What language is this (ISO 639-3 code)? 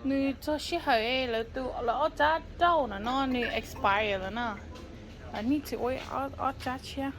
hmn